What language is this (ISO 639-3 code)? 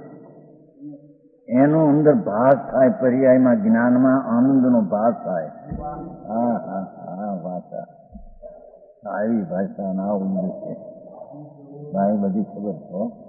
guj